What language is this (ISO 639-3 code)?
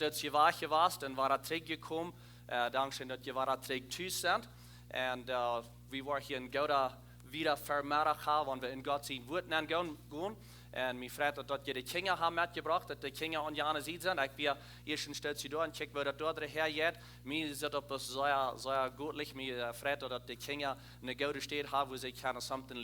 pdt